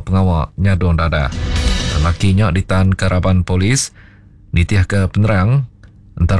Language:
Iban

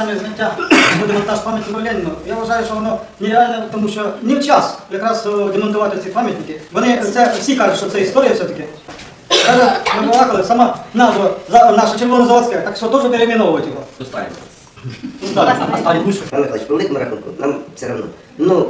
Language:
Ukrainian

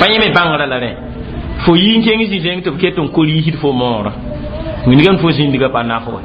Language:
Mossi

